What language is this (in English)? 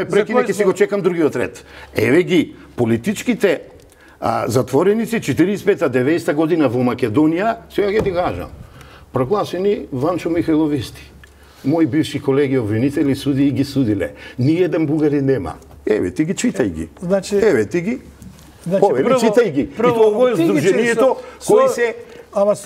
Macedonian